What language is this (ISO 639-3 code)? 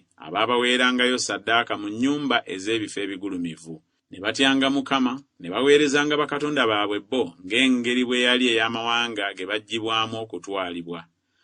lug